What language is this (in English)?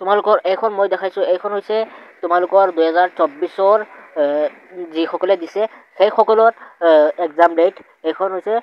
Assamese